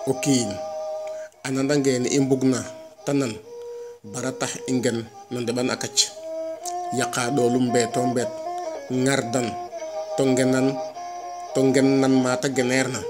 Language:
Serer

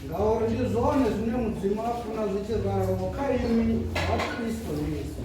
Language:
Venda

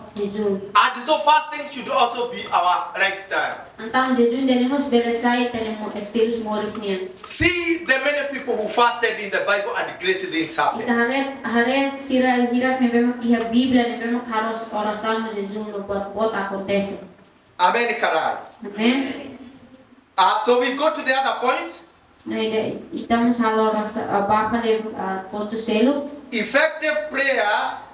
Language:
Tetum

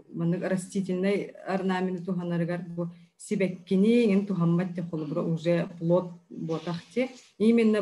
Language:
Yakut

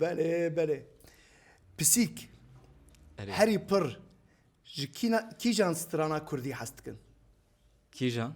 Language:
Kurdish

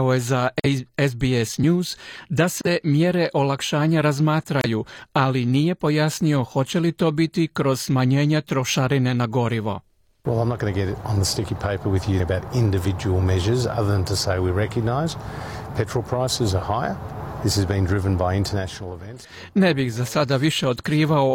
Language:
Croatian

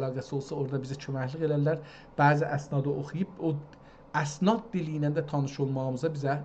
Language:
South Azerbaijani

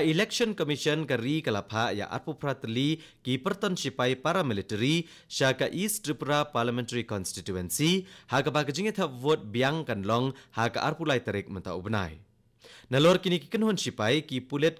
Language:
Khasi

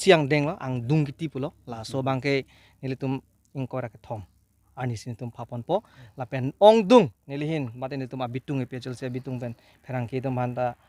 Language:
Karbi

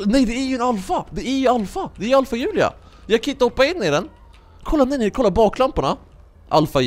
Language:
Swedish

